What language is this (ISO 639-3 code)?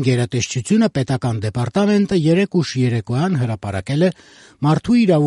hye